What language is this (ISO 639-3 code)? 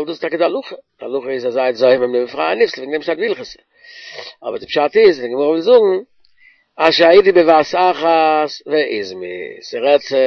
yid